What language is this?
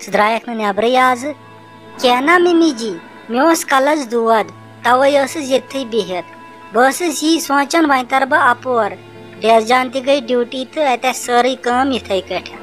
Kashmiri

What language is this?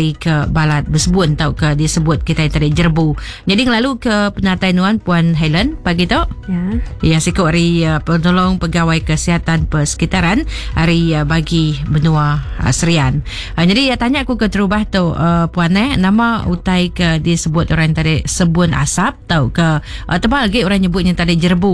Iban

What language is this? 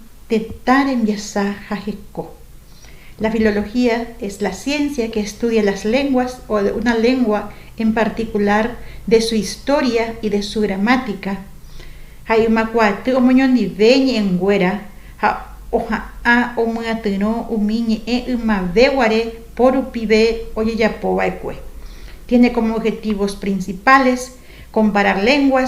Guarani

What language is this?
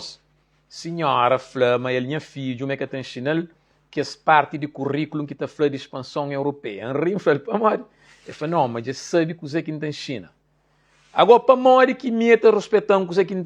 Kabuverdianu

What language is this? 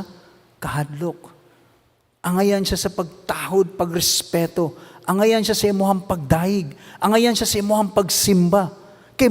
Cebuano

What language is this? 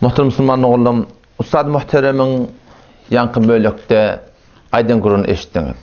Turkmen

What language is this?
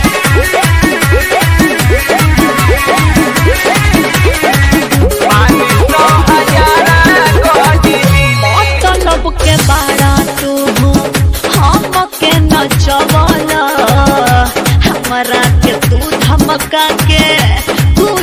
Bhojpuri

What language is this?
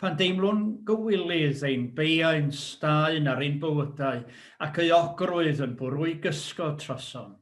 Welsh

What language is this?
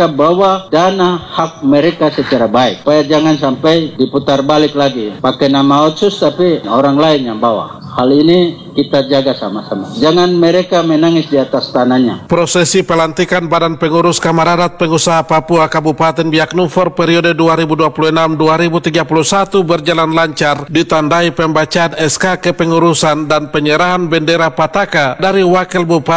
Indonesian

